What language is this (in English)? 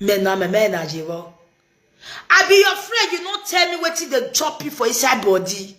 Nigerian Pidgin